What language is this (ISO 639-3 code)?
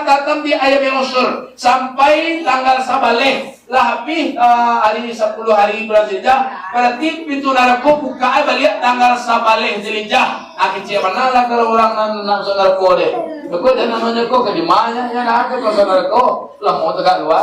min